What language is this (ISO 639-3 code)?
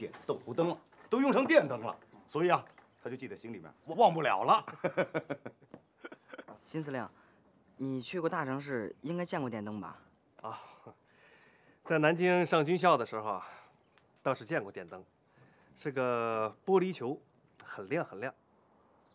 zho